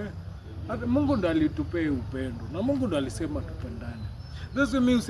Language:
Swahili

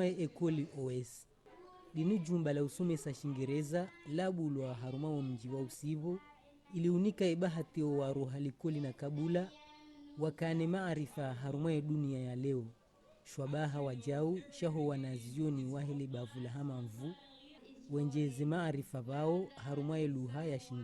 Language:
Ngazidja Comorian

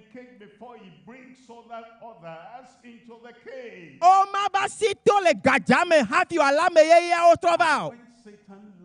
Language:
Ewe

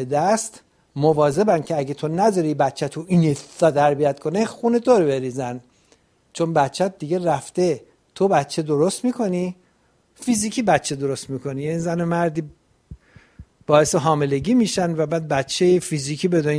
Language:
Persian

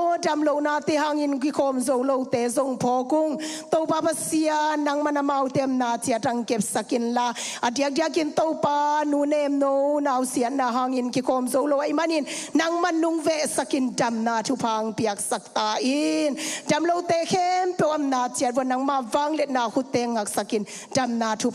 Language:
Tedim Chin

